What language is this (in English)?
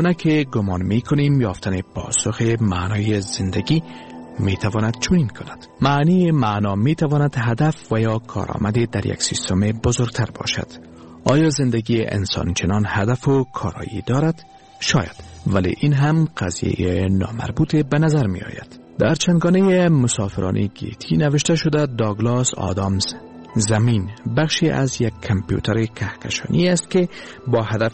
Persian